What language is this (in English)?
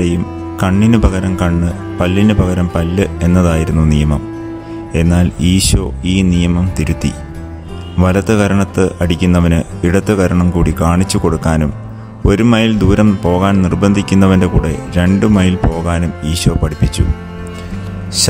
Malayalam